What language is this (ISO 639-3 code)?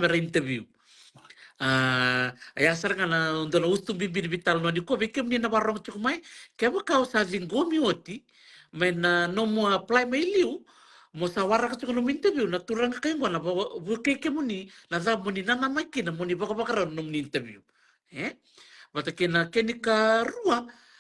fij